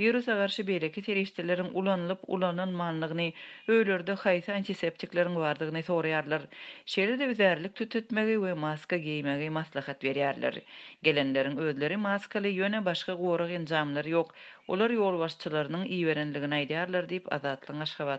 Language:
Turkmen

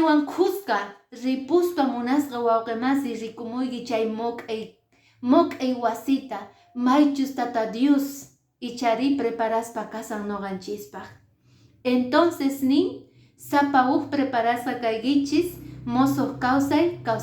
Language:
Quechua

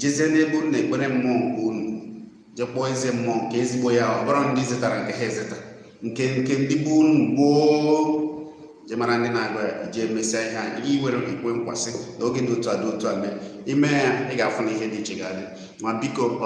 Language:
Igbo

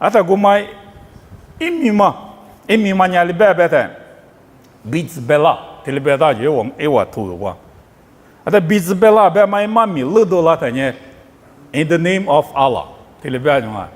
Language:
Lisu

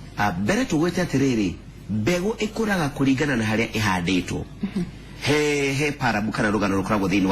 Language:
Kikuyu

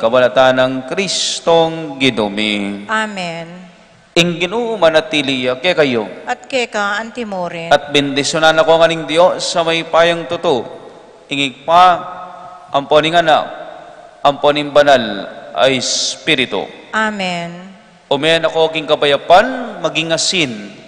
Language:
Pampanga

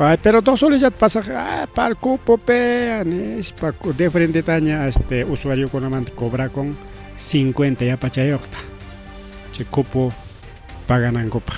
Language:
Ayacucho Quechua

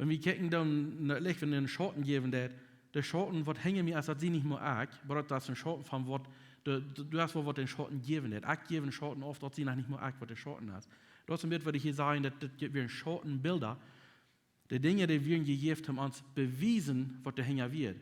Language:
Plautdietsch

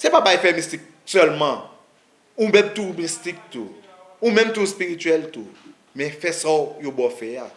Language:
Haitian Creole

